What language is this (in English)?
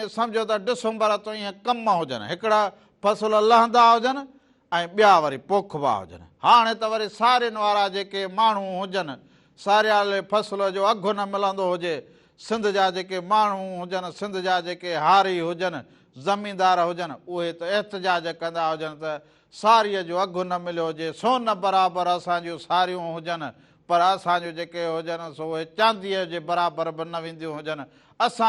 Sindhi